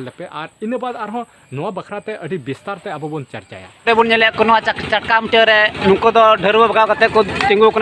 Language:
Santali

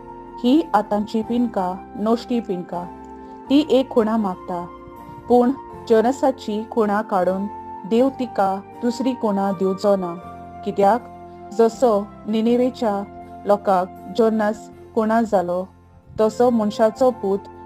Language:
Konkani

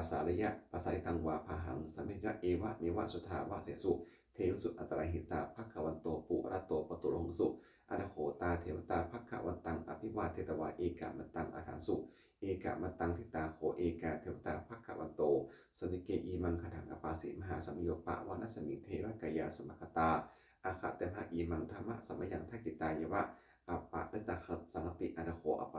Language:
Pali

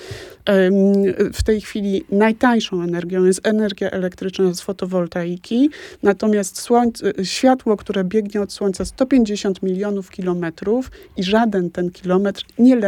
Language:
Polish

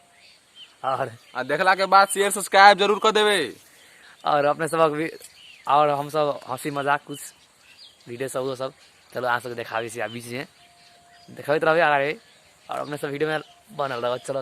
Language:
Maithili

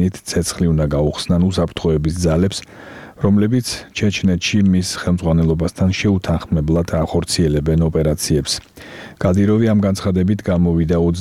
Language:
Georgian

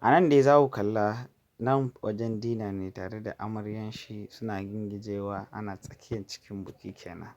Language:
Hausa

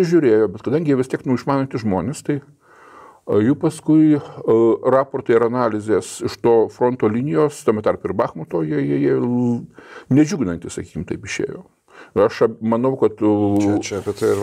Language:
Lithuanian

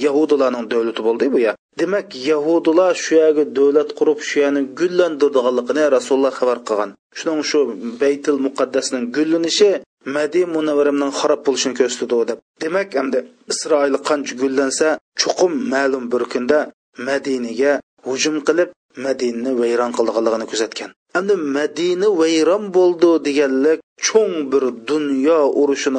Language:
Uyghur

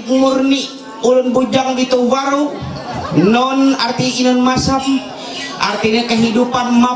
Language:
Ma'anyan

